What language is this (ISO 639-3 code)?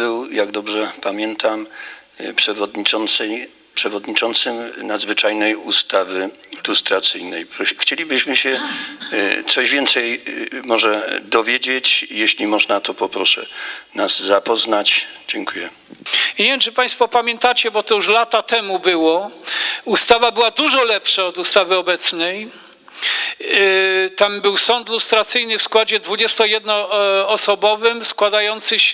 pol